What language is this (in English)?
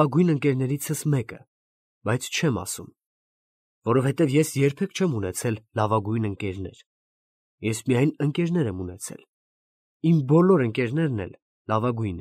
Armenian